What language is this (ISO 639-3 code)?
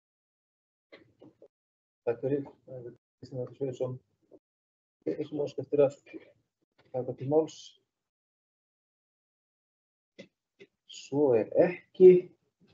isl